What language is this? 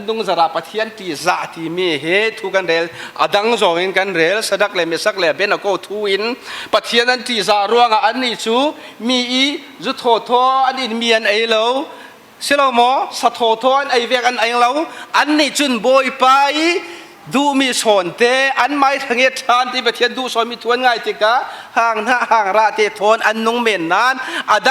Falam Chin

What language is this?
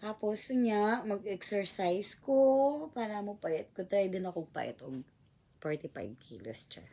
Cebuano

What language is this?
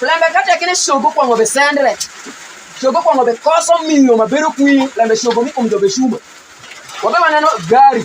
Alur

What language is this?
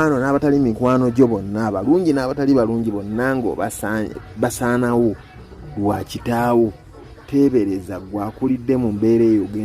Ganda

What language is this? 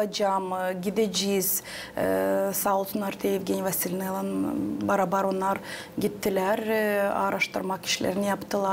Gagauz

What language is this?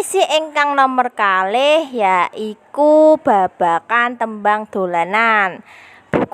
Javanese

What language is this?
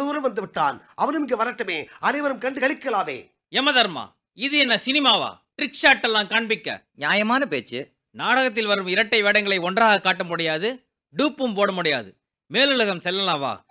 Tamil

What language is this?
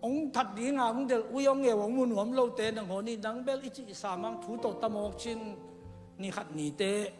Tedim Chin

